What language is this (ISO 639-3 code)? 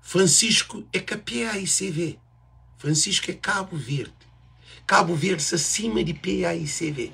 kea